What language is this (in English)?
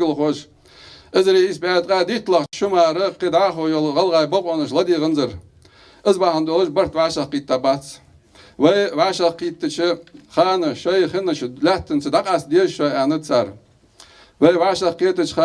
Ingush